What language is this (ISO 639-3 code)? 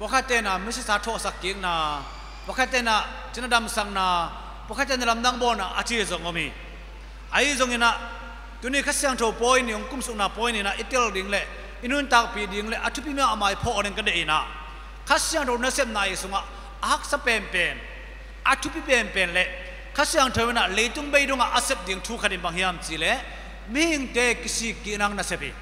ctd